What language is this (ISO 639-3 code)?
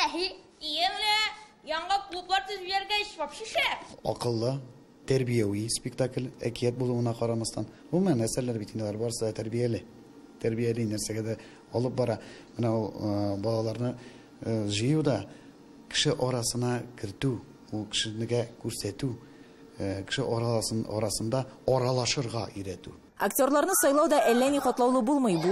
tat